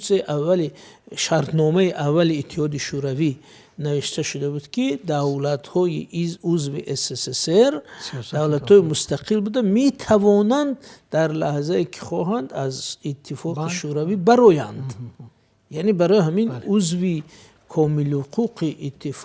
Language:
Tajik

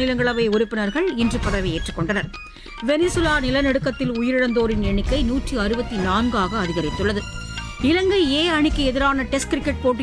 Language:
Tamil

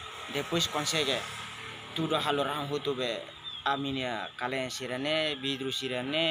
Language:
Tetum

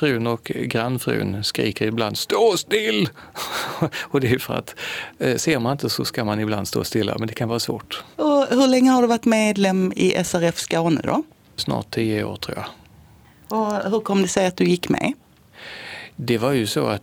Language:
Swedish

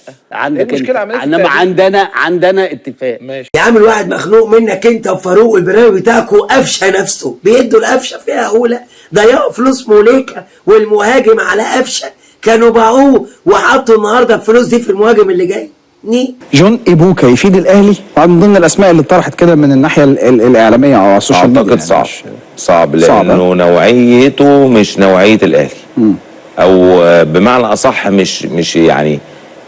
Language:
Egyptian Arabic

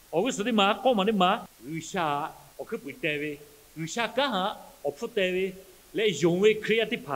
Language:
Lahu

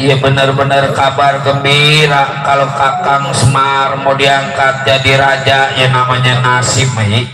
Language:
Betawi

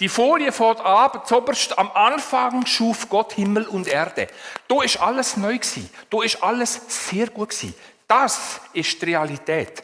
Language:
Swiss German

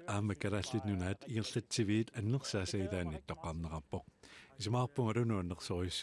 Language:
Kalaallisut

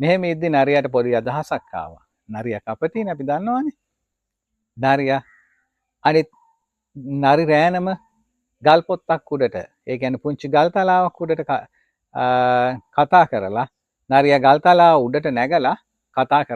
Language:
Sinhala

